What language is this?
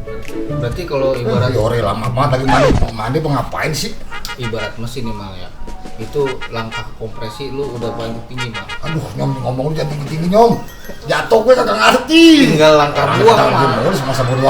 Betawi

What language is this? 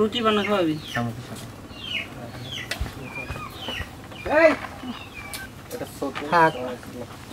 Bangla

